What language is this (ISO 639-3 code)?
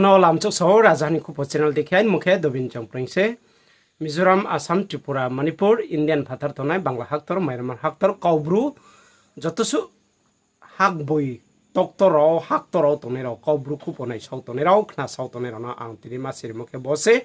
ria